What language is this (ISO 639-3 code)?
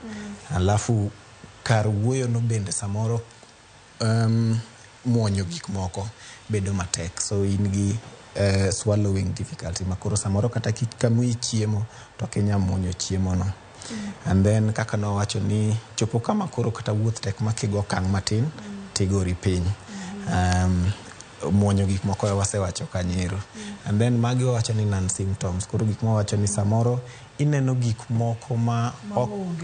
luo